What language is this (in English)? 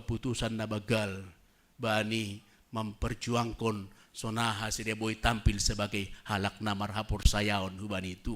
Batak Simalungun